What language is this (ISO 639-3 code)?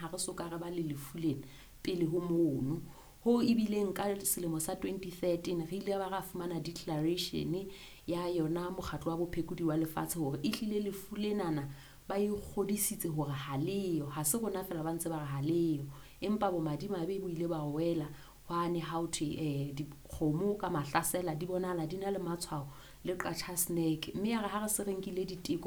sot